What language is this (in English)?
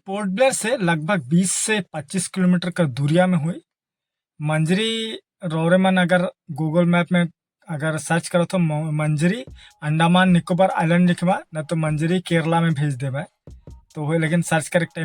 Sadri